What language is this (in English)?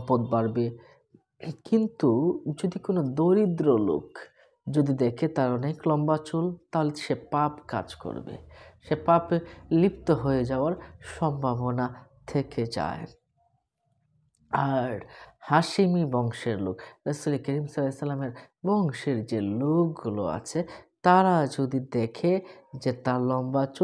Bangla